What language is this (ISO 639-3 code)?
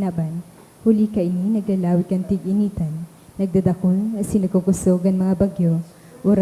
bik